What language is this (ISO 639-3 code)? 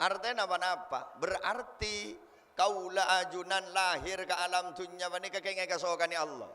mad